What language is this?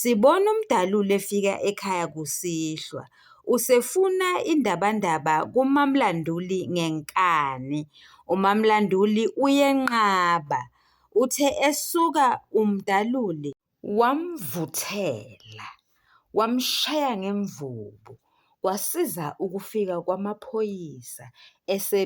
Zulu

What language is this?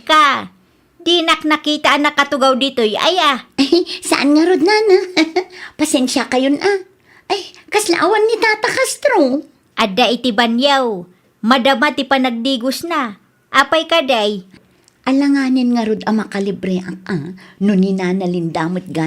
Iloko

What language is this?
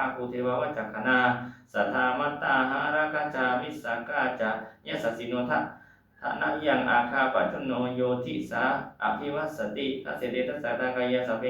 Pali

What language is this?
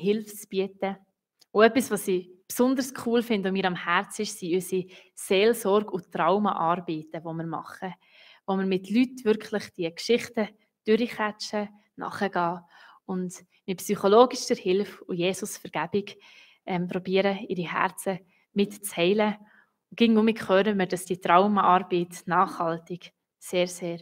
Swiss German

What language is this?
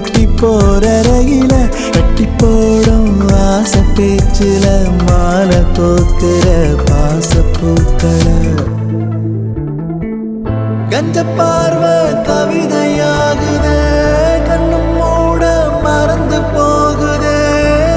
Tamil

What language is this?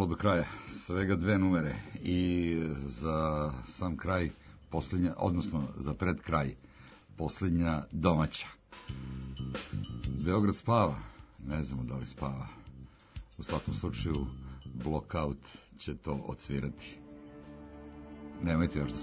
Serbian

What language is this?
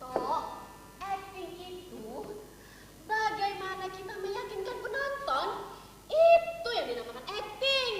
Banjar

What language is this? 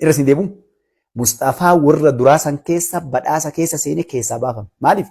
Oromo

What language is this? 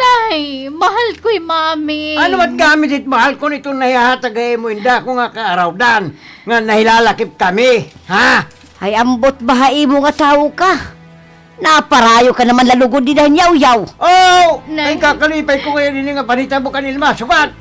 Waray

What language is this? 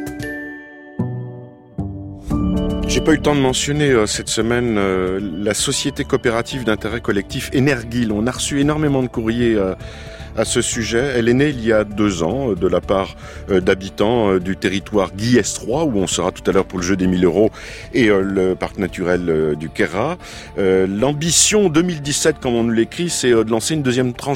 French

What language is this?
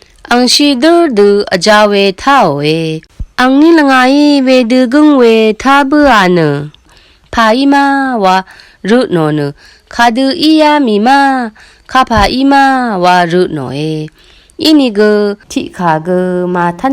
Rawang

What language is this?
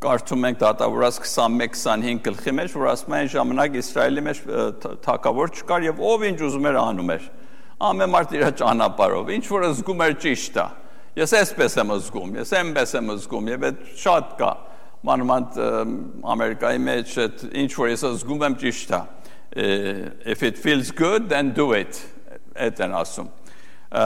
Armenian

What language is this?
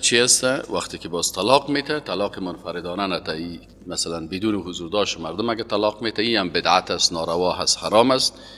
Persian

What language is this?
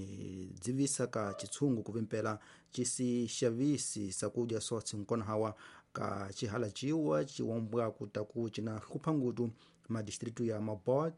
Tsonga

